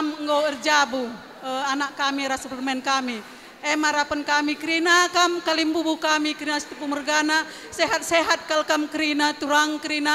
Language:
Batak Karo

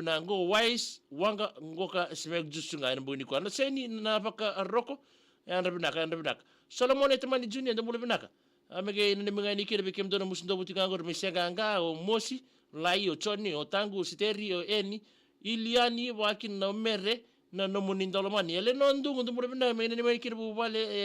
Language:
Fijian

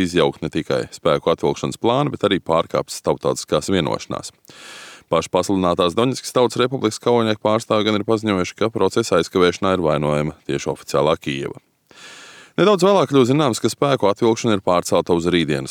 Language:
Latvian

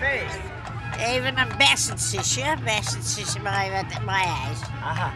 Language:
Western Frisian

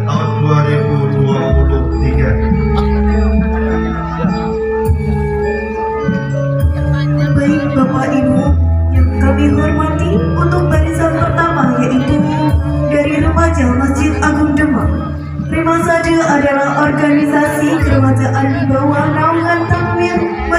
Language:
Indonesian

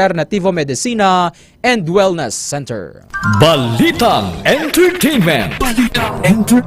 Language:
Hiligaynon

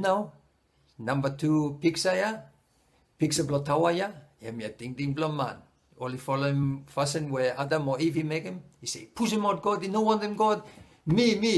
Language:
Bislama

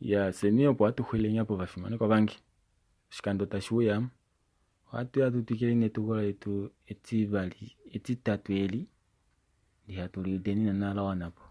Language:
Kuanyama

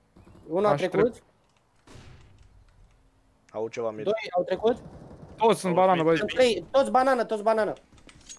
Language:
Romanian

